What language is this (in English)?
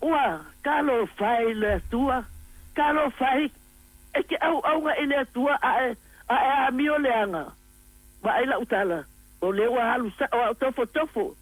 Samoan